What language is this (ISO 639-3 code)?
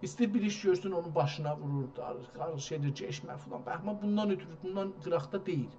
azb